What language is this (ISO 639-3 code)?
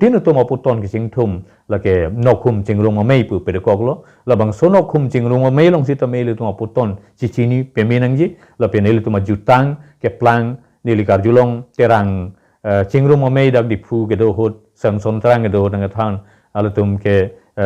mjw